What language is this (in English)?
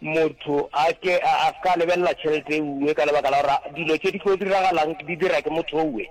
Northern Sotho